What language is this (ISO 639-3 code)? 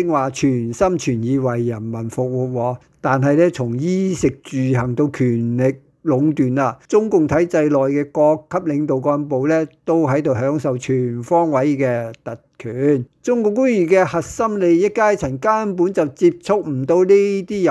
yue